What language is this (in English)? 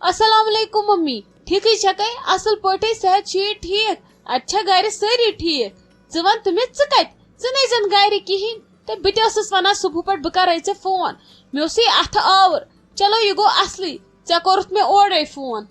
Kashmiri